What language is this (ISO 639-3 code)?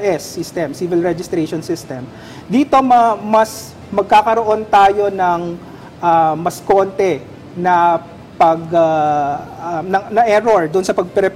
fil